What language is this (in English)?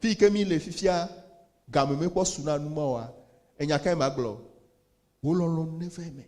Ewe